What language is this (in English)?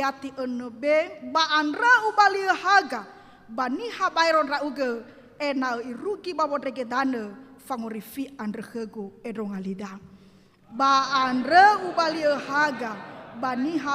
Nias